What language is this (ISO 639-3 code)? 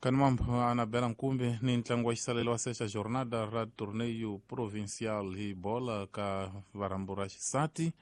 tso